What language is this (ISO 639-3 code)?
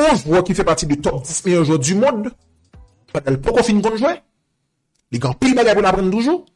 hat